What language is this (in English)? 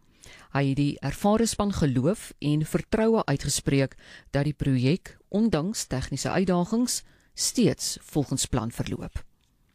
Afrikaans